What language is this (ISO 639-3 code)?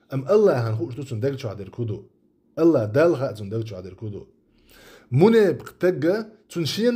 che